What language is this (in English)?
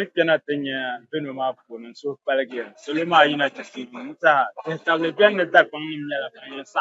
Dagbani